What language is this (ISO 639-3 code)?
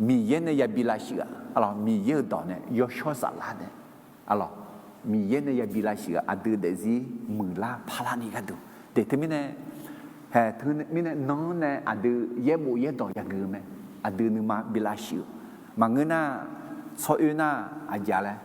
ahk